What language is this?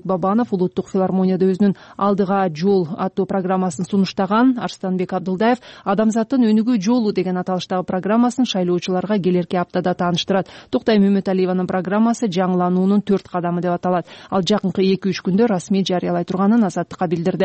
Kyrgyz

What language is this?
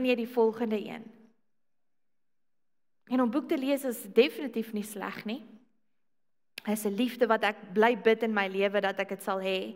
Afrikaans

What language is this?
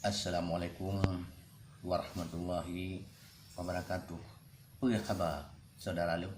Achinese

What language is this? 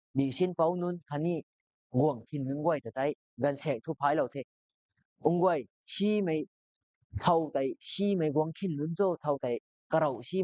Rongmei Naga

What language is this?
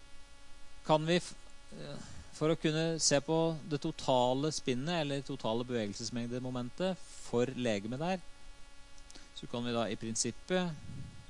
Norwegian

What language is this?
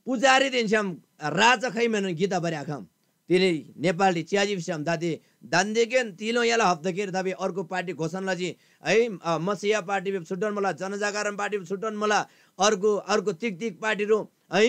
Eastern Tamang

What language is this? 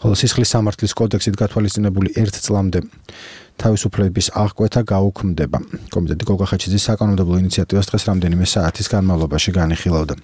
Georgian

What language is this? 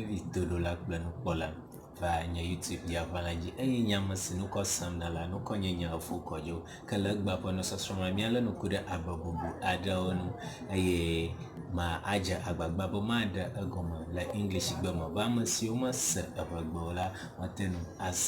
Ewe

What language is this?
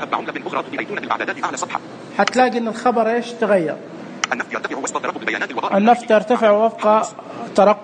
Najdi Arabic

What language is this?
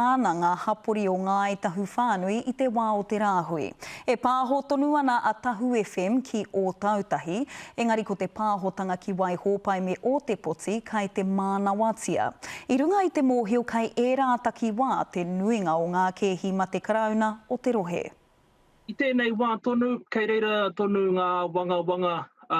Māori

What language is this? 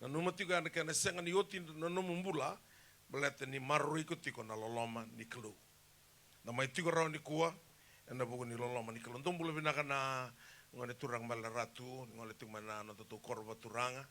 Fijian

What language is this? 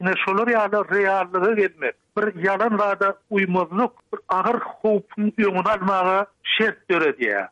Turkmen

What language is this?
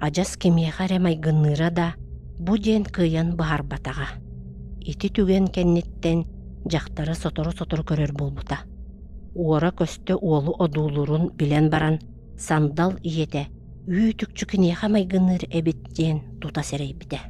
Yakut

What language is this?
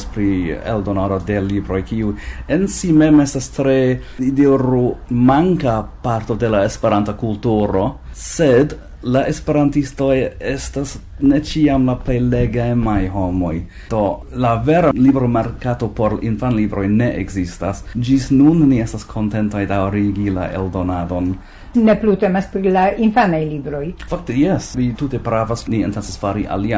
Esperanto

